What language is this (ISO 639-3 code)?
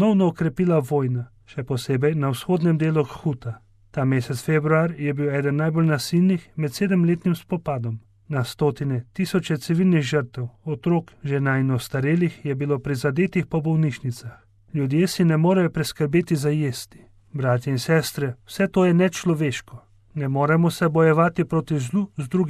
slv